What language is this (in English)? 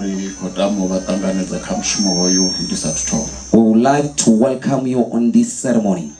Venda